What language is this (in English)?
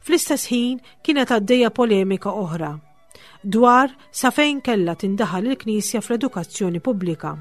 Maltese